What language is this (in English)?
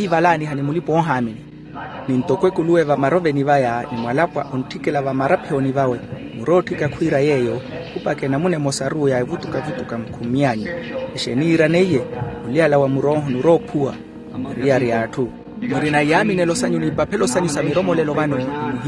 Makhuwa